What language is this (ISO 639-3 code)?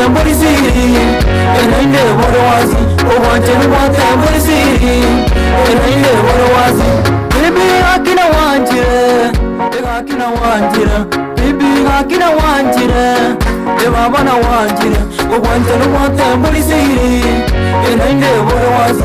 guz